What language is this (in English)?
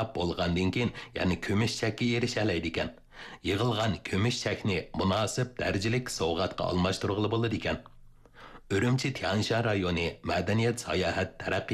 Uyghur